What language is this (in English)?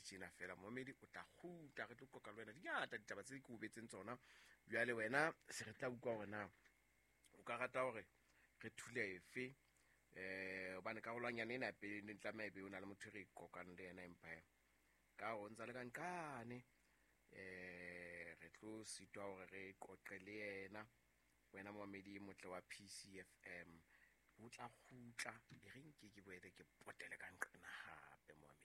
Southern Sotho